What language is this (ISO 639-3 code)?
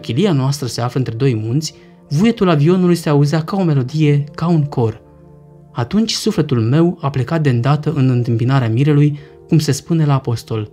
ron